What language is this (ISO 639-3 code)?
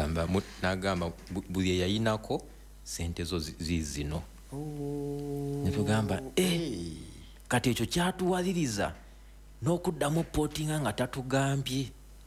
lug